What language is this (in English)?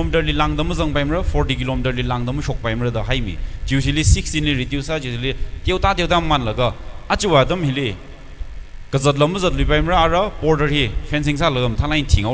Tangkhul Naga (India)